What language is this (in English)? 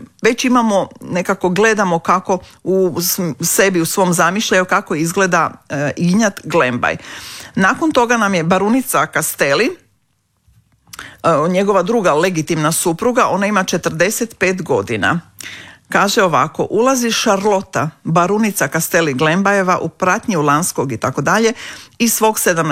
Croatian